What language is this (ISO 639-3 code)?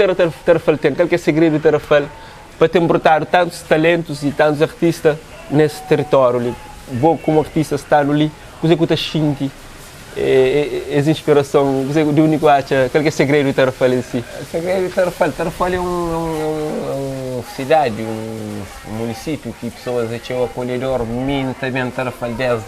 kea